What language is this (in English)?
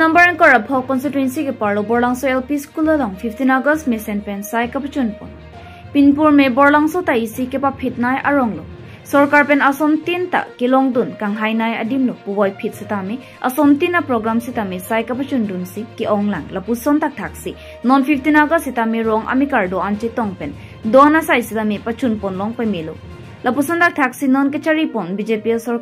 Karbi